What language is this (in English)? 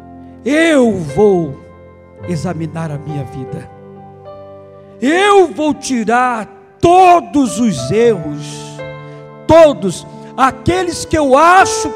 Portuguese